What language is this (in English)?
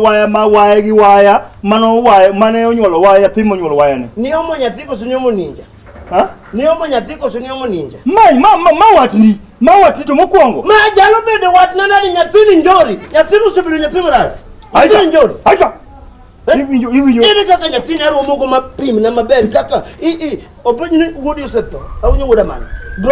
Luo (Kenya and Tanzania)